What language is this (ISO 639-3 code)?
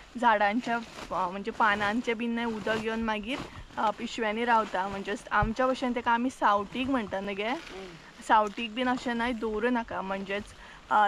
kok